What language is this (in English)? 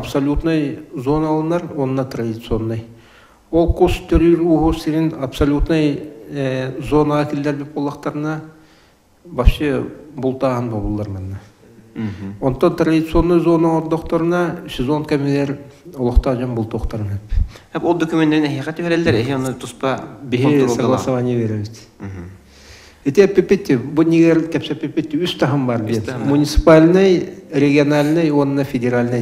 Yakut